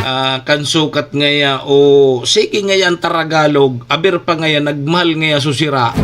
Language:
Bikol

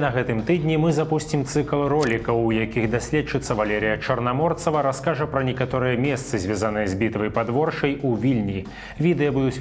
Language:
Belarusian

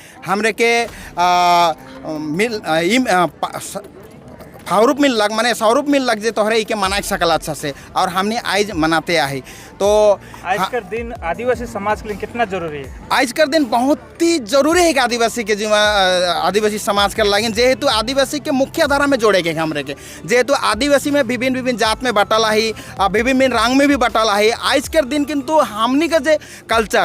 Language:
Sadri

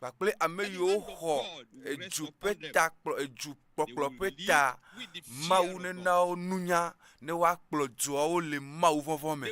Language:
Ewe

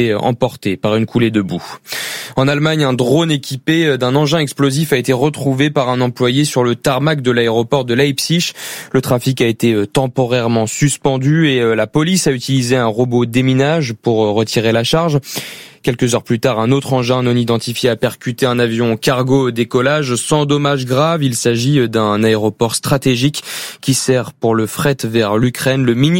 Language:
French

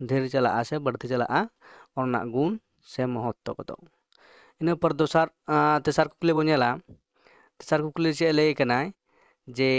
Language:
Santali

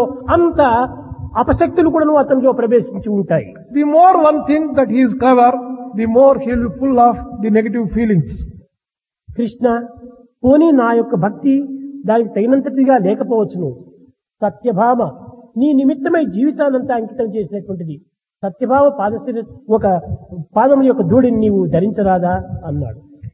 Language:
Telugu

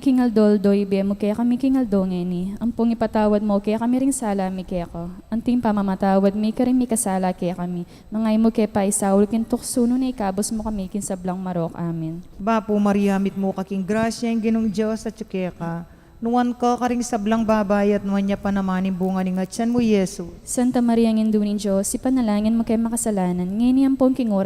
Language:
Pampanga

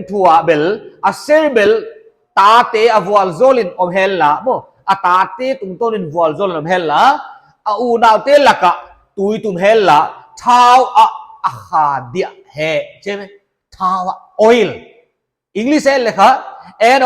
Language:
Paite Chin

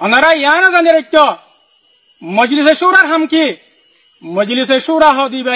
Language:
Rohingya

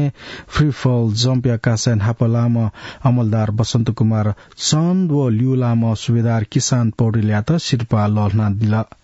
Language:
Newari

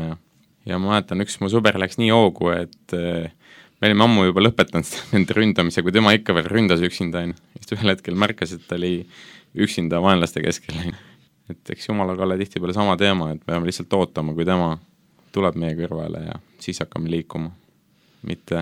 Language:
Estonian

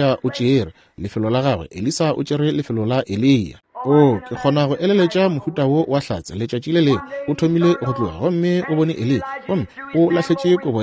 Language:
Northern Sotho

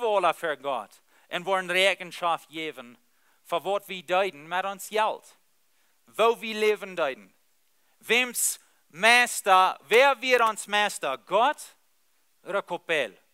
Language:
Plautdietsch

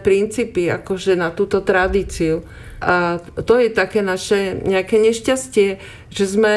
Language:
Slovak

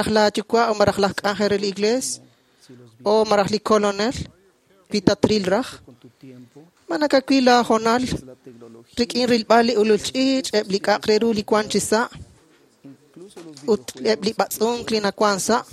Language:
Kekchí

